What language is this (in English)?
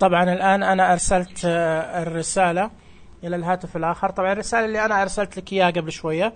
Najdi Arabic